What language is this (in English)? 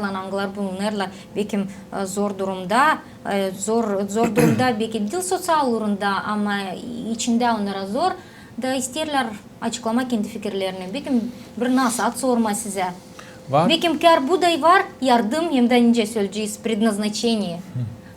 Gagauz